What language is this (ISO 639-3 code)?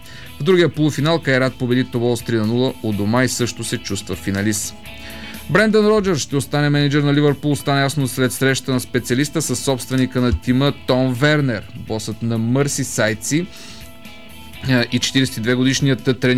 bul